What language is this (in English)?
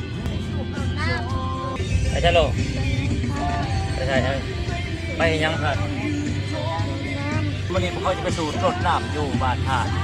Lao